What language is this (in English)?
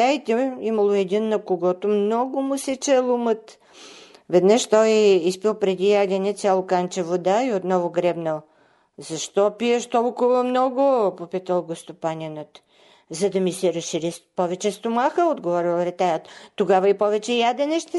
Bulgarian